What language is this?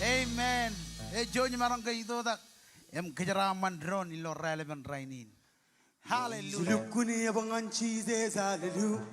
Marshallese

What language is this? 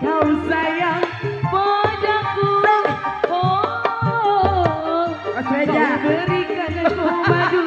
Betawi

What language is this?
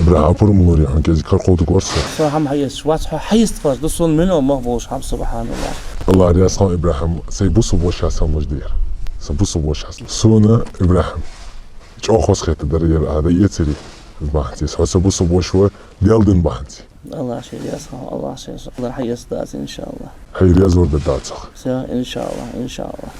Chechen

